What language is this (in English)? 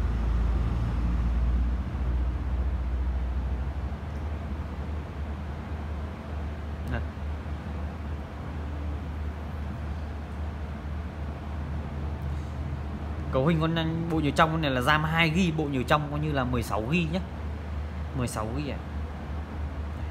Vietnamese